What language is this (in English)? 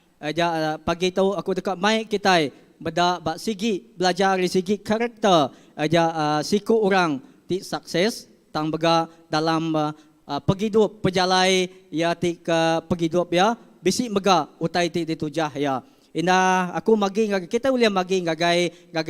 Iban